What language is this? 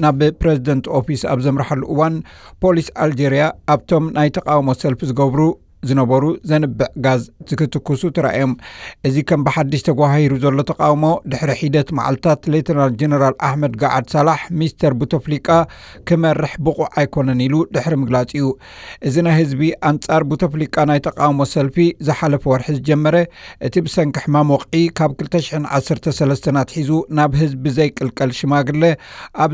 Tigrinya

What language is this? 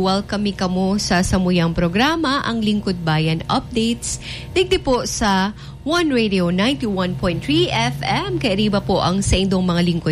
Bikol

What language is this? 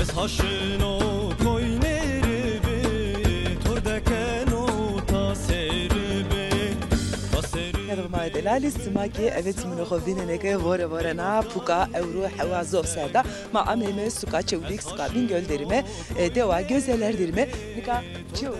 Zaza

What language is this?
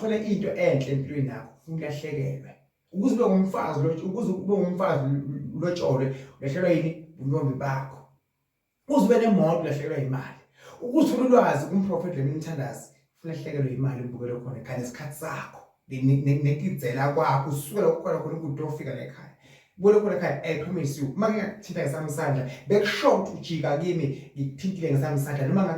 Zulu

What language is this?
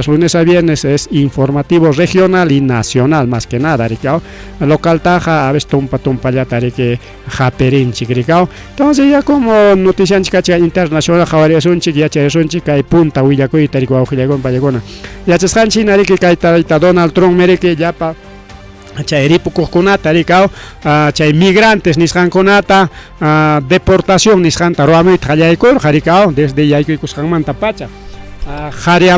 Ayacucho Quechua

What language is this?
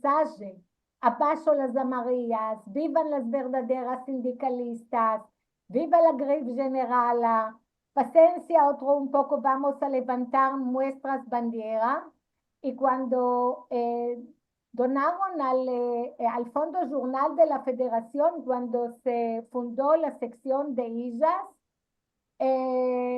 Ladino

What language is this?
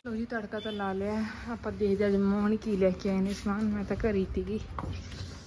Punjabi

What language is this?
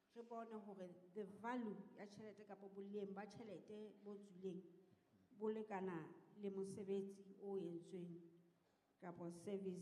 Southern Sotho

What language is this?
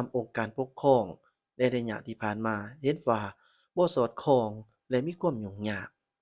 Lao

